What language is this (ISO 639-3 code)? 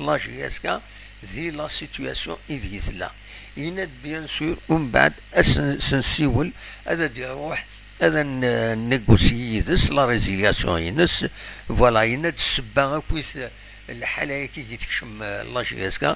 kab